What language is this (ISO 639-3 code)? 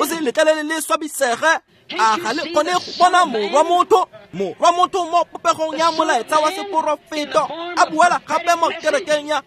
tsn